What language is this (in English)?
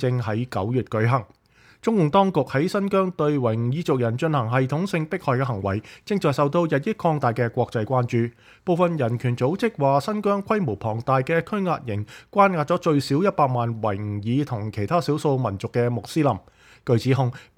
Cantonese